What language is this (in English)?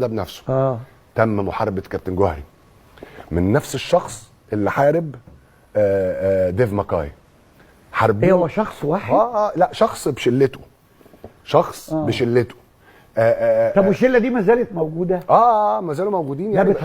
Egyptian Arabic